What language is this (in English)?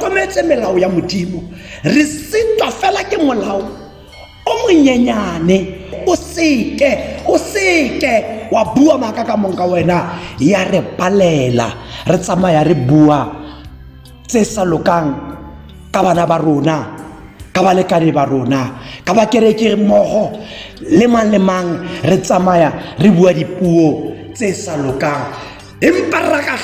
Tswana